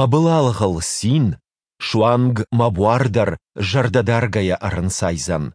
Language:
Ossetic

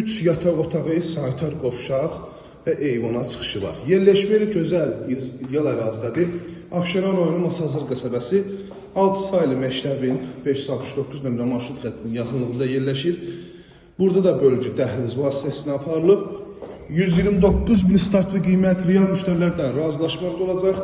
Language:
Azerbaijani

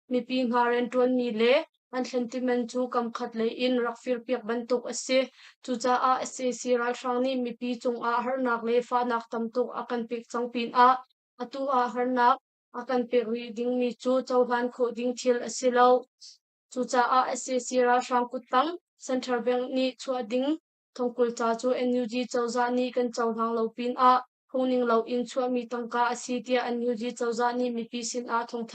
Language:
Hakha Chin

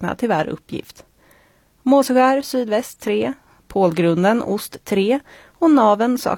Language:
Swedish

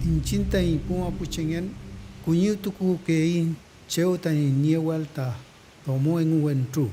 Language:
Mapuche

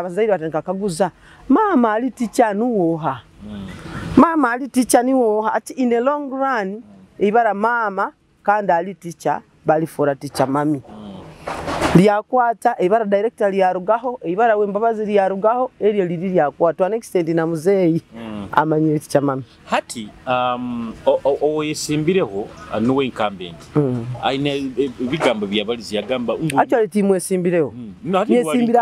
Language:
Nyoro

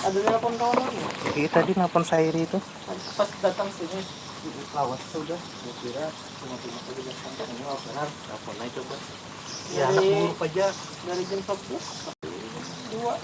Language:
Banjar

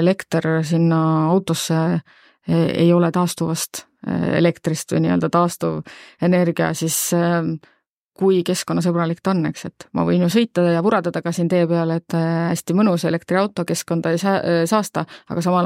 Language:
Estonian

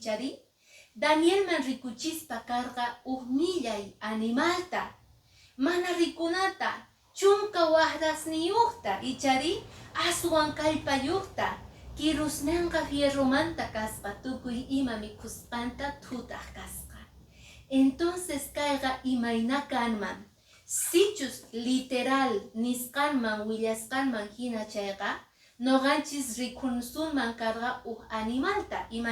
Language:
Quechua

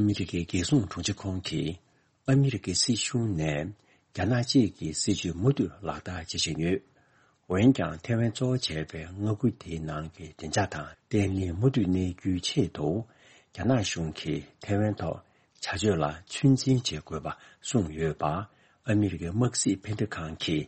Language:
Tibetan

